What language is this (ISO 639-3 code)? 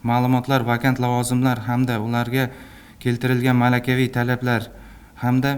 uzb